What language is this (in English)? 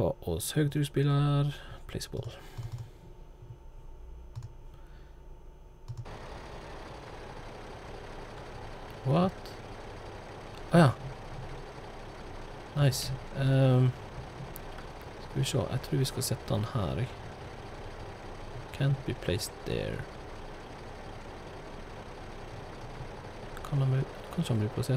Norwegian